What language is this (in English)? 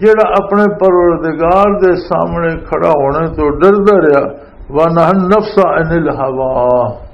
Western Panjabi